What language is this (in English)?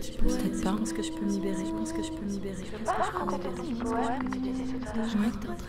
French